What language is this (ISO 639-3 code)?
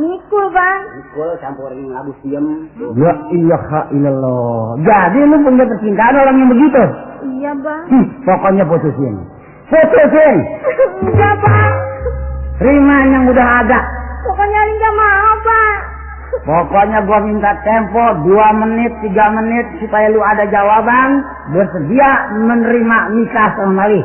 bew